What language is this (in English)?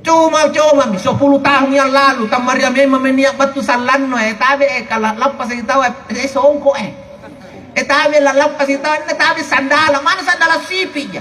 Makasar